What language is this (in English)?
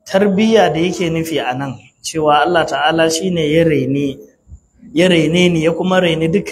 Hausa